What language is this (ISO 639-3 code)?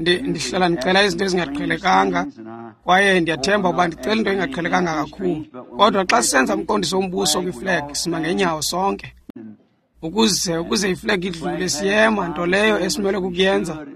xho